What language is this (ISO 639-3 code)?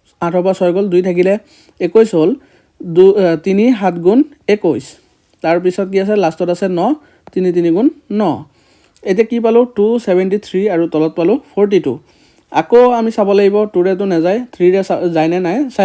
asm